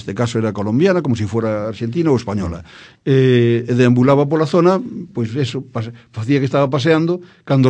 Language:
Galician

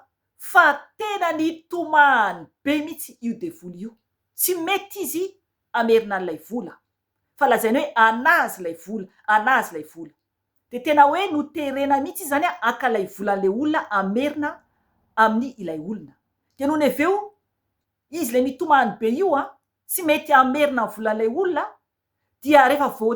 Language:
Malagasy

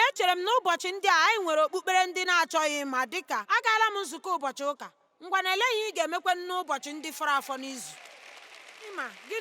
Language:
Igbo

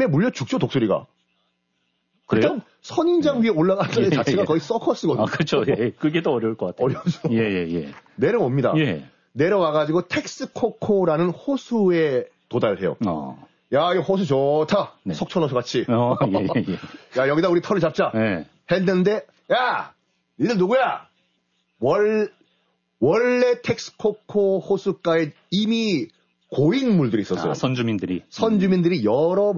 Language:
Korean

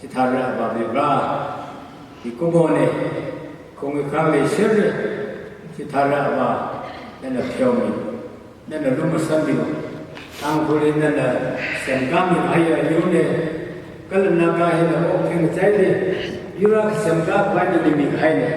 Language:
Tangkhul Naga (India)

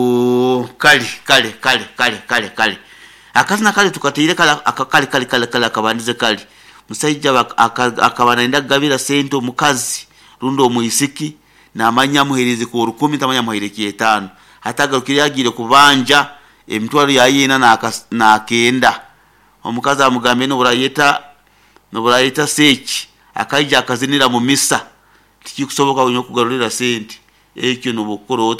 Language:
Nyoro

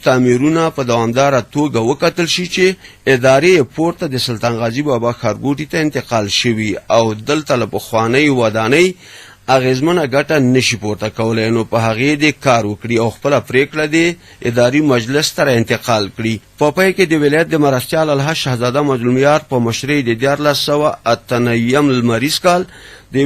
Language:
Pashto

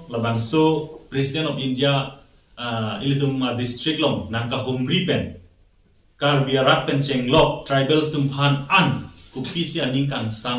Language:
Karbi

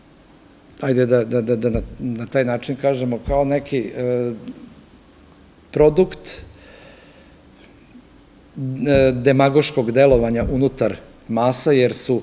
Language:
Serbian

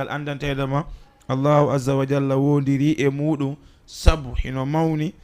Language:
Fula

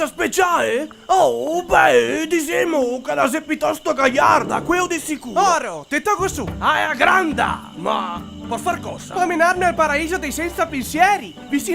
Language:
Venetian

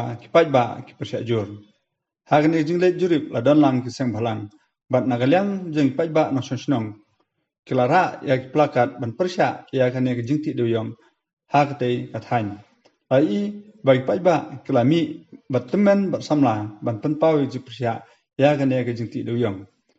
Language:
Khasi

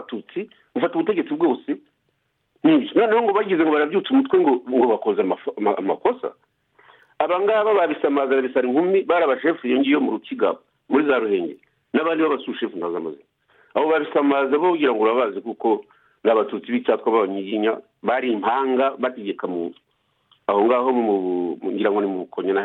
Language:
Kinyarwanda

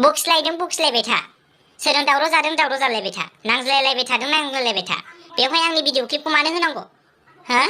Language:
Bodo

